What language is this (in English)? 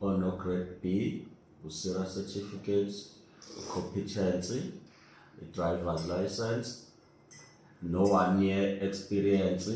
Zulu